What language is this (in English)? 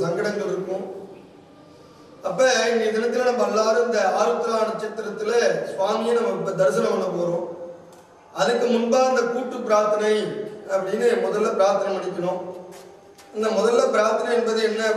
Tamil